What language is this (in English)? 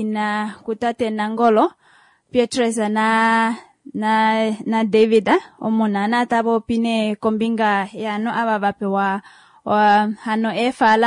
Kuanyama